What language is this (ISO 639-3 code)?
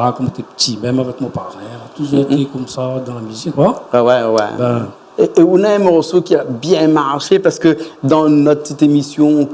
rcf